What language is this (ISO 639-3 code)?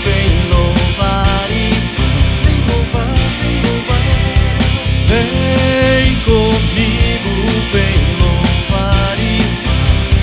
por